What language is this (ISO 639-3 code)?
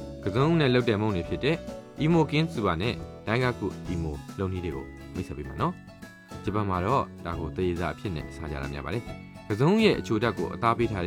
mya